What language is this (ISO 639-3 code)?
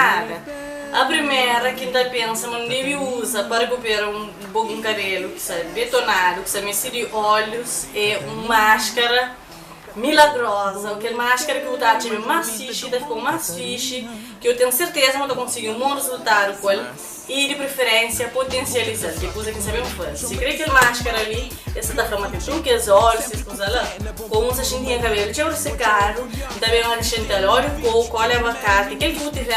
kea